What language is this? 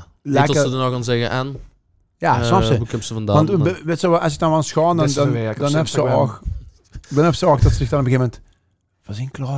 Limburgish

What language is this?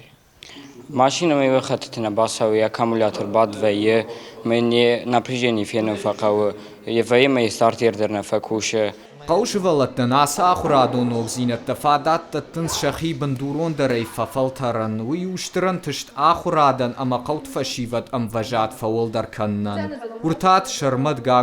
Ossetic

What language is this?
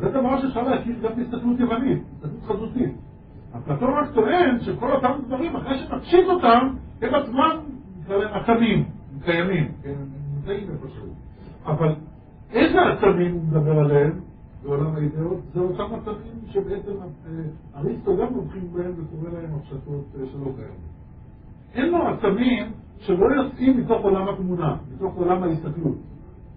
Hebrew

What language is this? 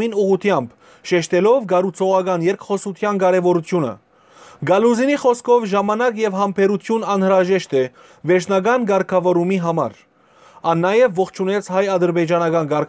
Western Armenian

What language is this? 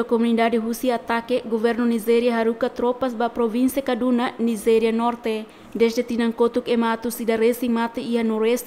Tetum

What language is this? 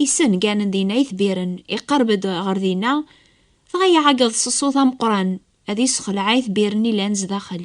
Kabyle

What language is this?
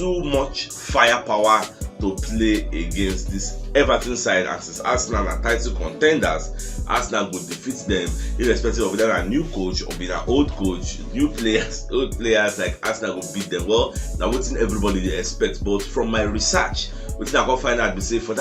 Nigerian Pidgin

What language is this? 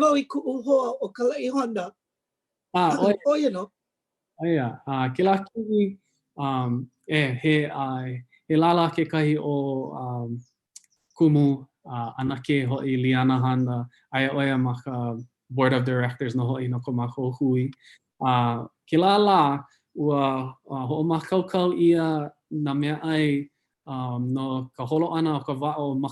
Hawaiian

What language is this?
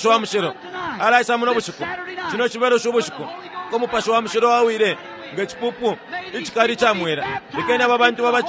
Bemba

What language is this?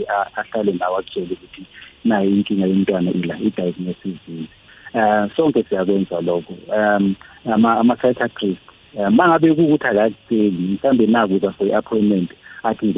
South Ndebele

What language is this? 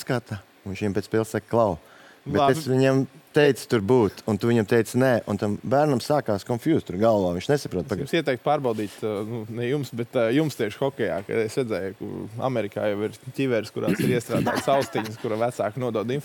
Latvian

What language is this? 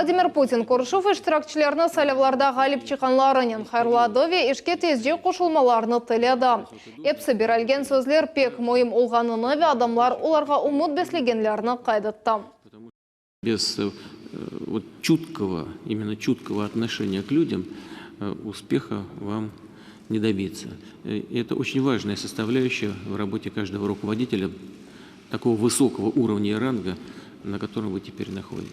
Crimean Tatar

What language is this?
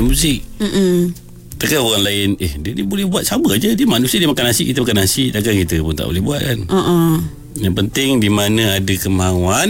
Malay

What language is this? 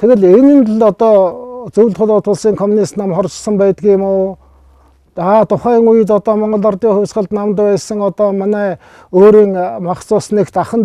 Mongolian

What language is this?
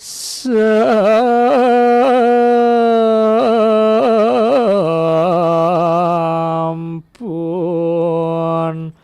Balinese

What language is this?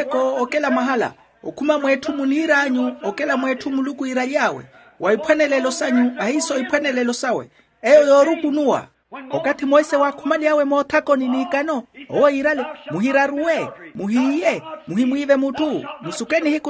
Makhuwa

